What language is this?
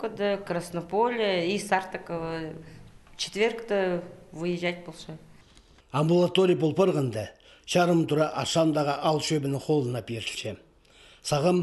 Khakas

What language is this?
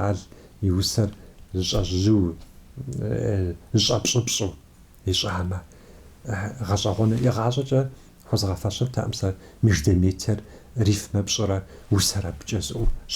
Kabardian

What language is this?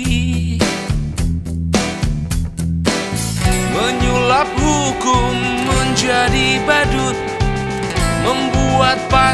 Indonesian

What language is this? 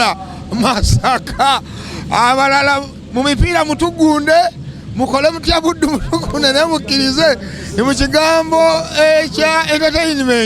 Ganda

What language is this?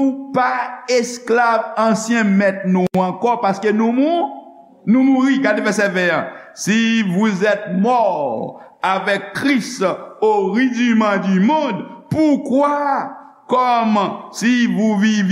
Haitian Creole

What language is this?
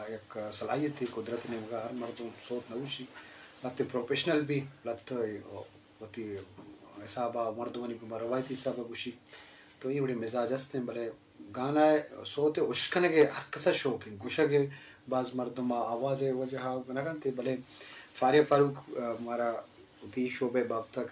Eastern Balochi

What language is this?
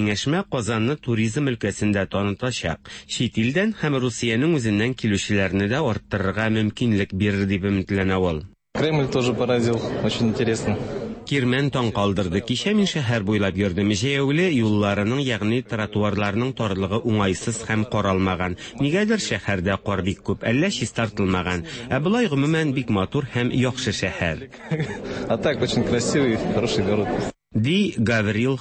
Tatar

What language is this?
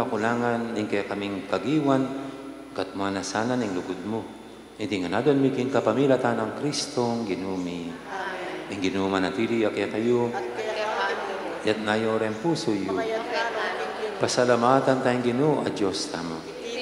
Pampanga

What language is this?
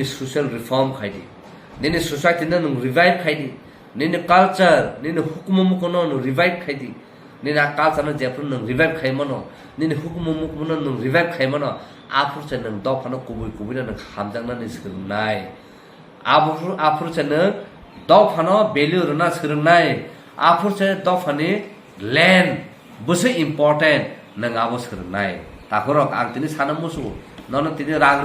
Kok Borok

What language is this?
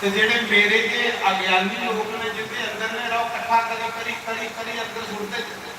Dogri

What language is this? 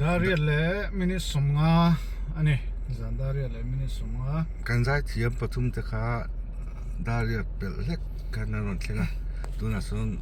Mizo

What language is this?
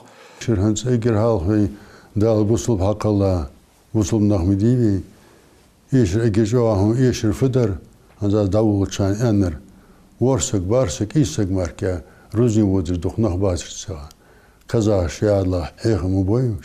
Ingush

